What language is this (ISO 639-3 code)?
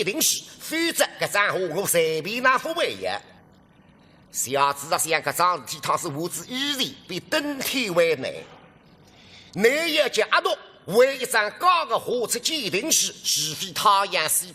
wuu